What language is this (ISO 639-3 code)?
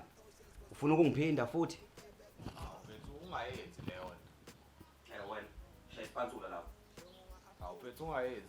zul